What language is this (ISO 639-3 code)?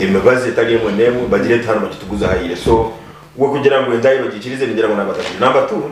nyn